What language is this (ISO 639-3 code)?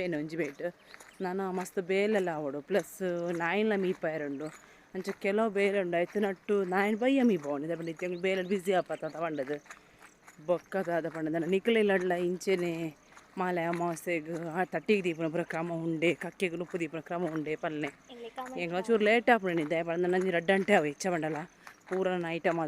tcy